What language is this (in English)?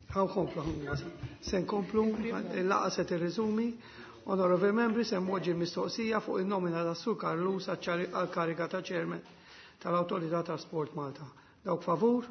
Maltese